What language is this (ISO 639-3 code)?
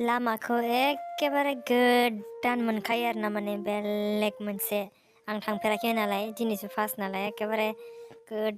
brx